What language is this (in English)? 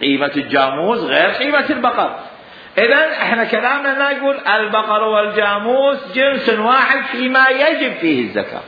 Mesopotamian Arabic